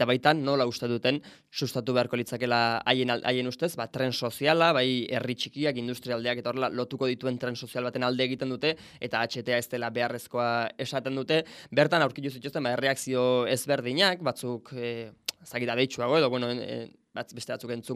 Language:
Basque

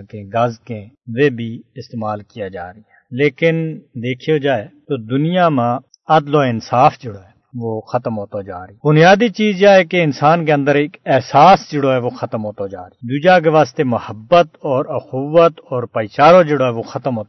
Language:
Gujari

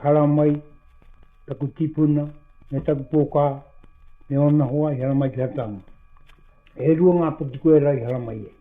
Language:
Māori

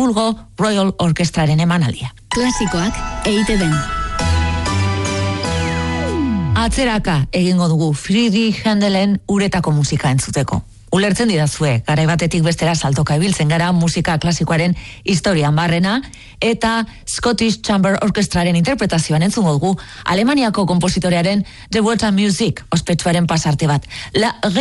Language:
Basque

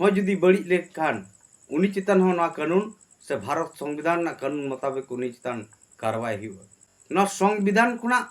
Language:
Santali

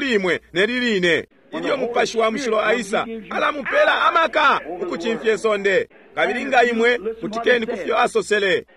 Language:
Bemba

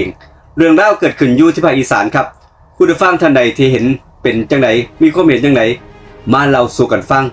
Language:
Northeastern Thai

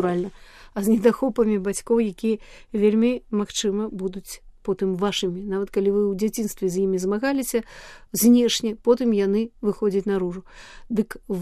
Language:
Belarusian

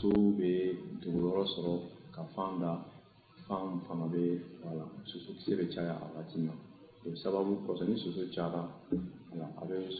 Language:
Bambara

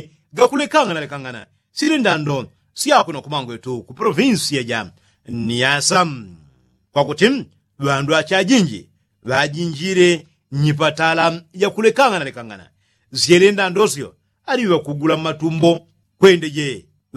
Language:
Yao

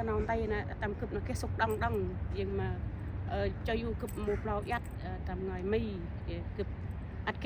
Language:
Central Mnong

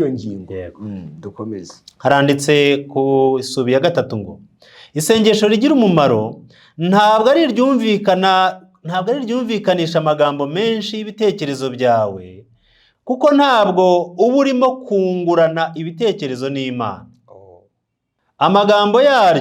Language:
Kinyarwanda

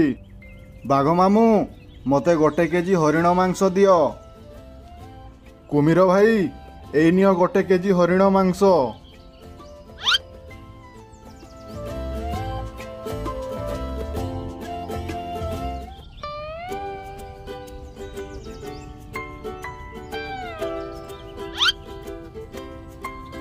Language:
Odia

